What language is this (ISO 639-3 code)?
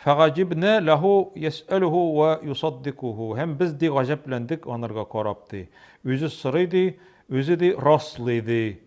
tat